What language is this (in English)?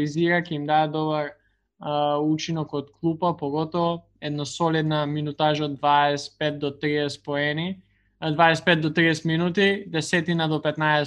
Macedonian